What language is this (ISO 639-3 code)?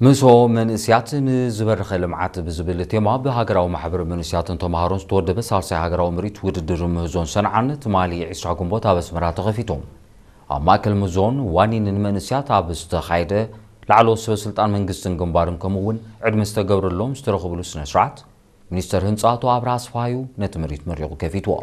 tir